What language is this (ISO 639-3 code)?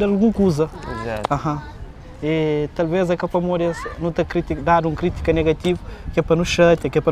kea